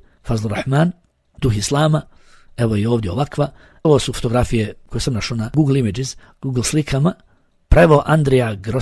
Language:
Bosnian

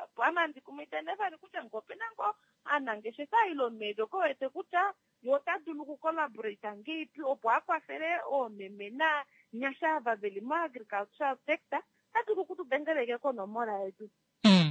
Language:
Kuanyama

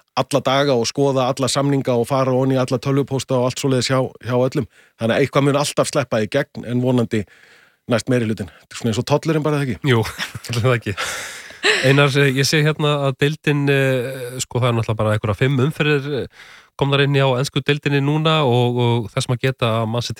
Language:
Icelandic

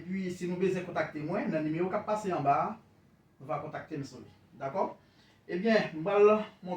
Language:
Haitian Creole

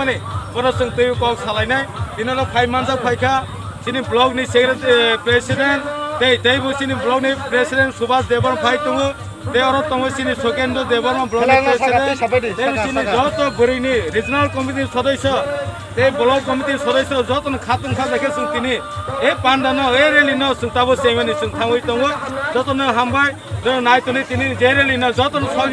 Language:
Kok Borok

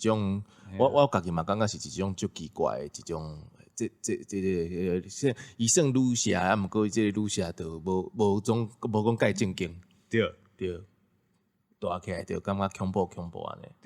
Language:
Min Nan Chinese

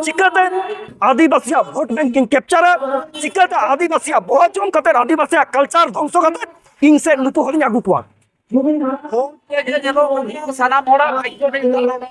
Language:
Santali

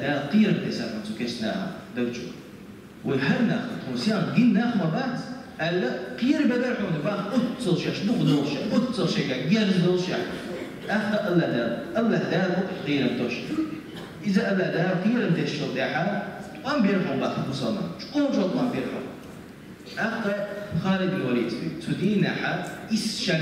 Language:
Chechen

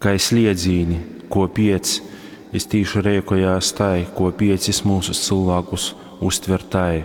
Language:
Latgalian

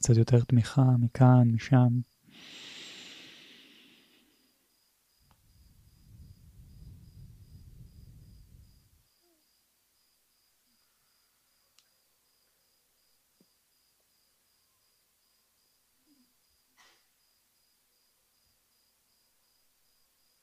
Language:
Hebrew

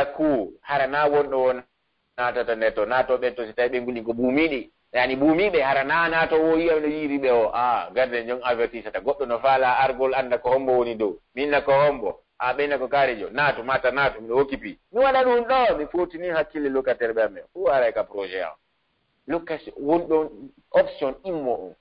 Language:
Pular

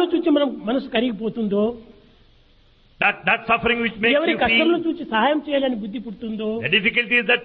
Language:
Telugu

